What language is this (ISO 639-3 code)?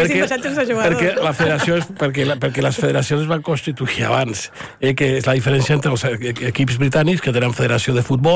cat